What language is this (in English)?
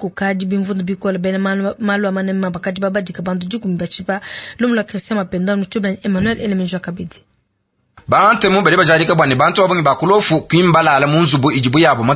Luba-Lulua